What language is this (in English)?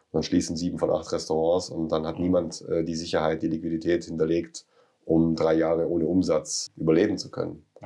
German